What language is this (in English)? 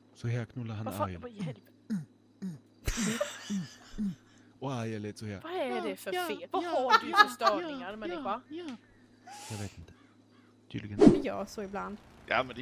Swedish